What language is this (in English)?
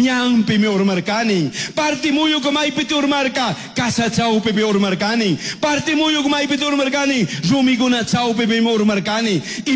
Chimborazo Highland Quichua